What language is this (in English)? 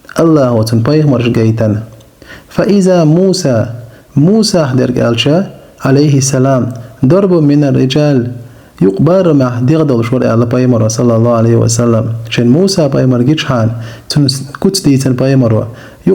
Chechen